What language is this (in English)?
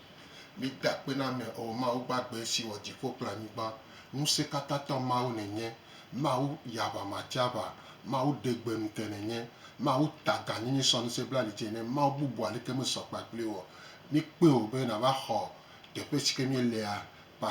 Gen